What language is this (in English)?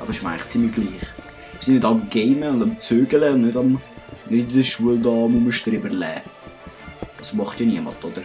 Swiss German